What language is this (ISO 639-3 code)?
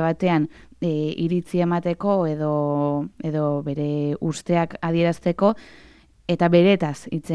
eus